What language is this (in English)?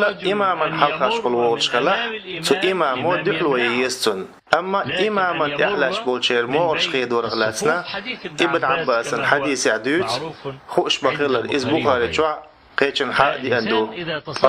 Chechen